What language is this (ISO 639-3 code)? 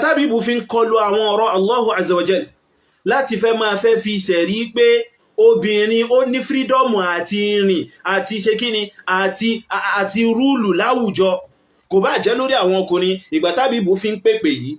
yor